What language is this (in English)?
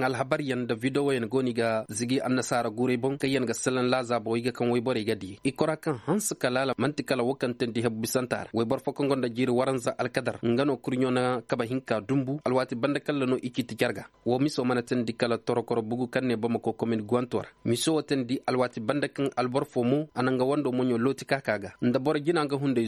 Zarma